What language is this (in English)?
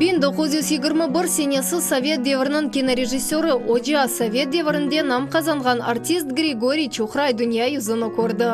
Crimean Tatar